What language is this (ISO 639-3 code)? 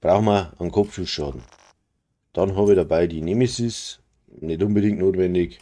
bar